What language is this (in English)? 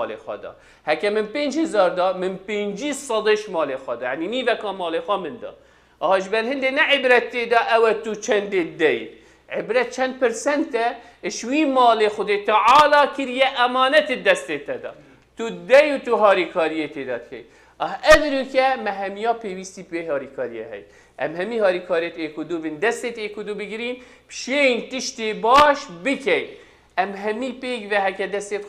Kurdish